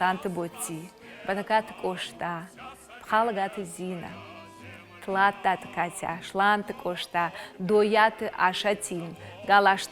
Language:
Ossetic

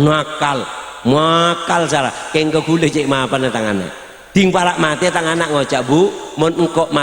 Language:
Madurese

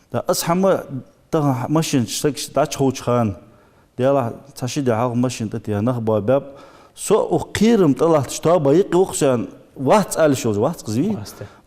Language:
Ingush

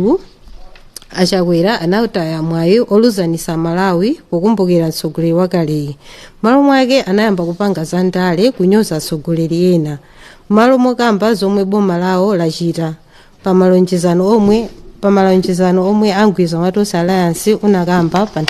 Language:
Nyanja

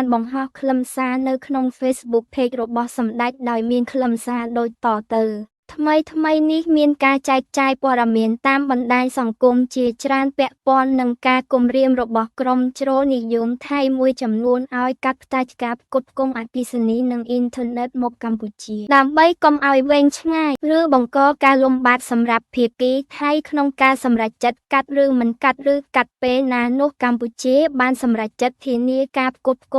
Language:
Khmer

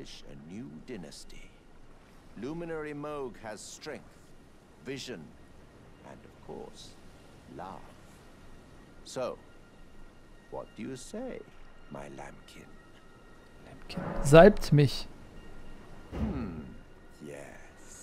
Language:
German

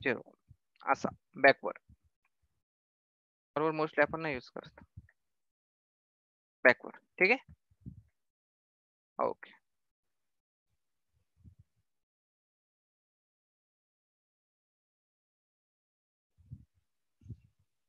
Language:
Marathi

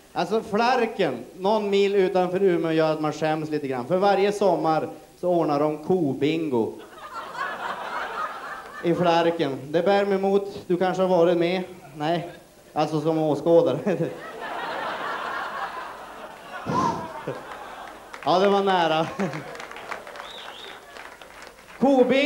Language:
Swedish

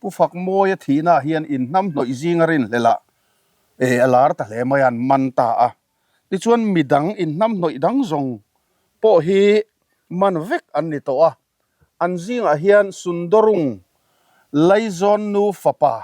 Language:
Mizo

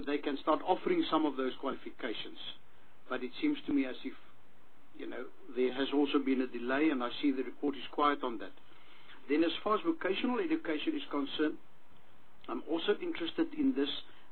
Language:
English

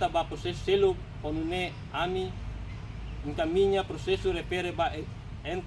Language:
Tetum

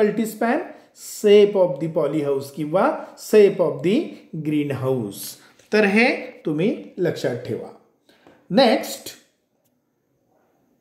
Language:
Marathi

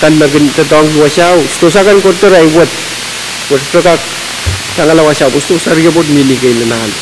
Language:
Pohnpeian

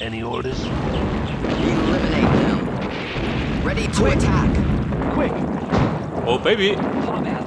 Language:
Bavarian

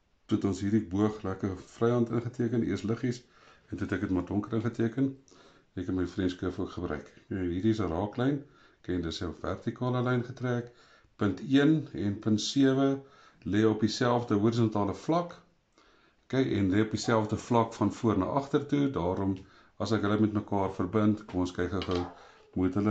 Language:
Afrikaans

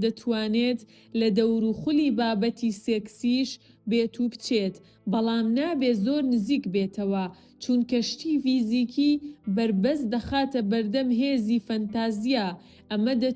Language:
Central Kurdish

